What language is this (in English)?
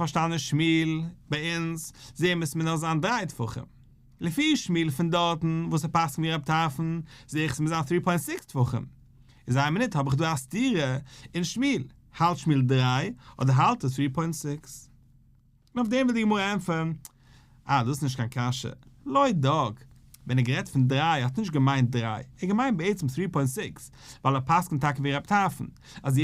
Yiddish